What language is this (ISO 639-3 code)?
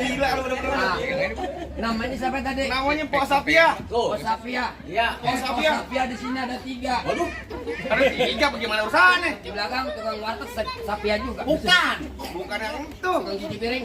bew